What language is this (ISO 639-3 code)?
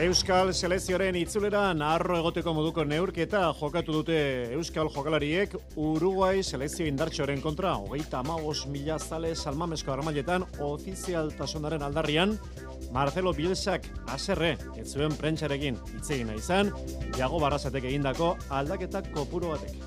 eus